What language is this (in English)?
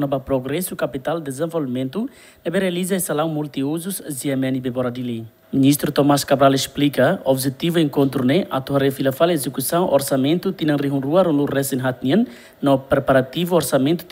Tetum